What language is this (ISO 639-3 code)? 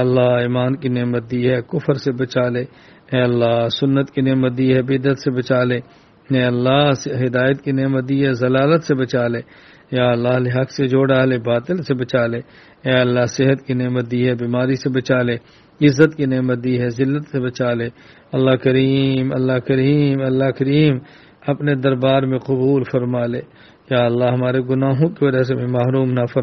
urd